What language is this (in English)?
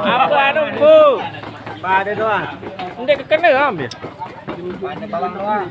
Sasak